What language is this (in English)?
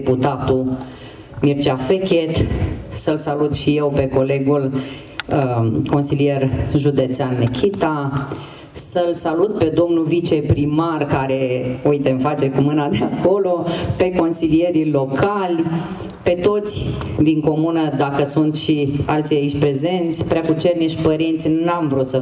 Romanian